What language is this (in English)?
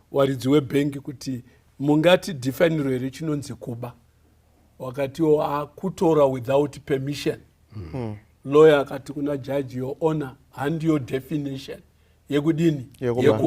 Shona